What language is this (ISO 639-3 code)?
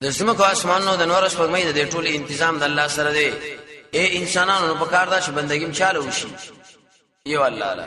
pus